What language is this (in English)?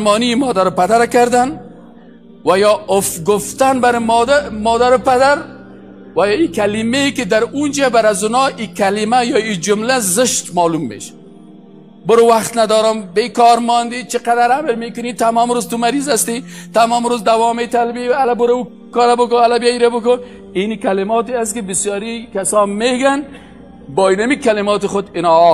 Persian